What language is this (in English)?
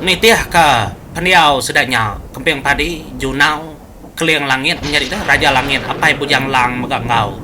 Iban